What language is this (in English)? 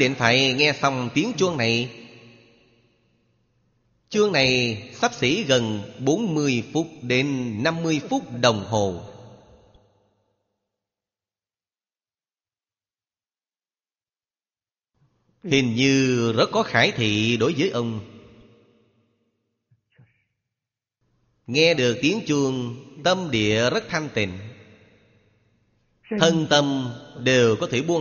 Vietnamese